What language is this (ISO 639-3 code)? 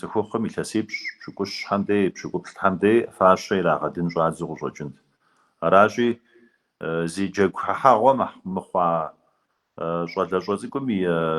kbd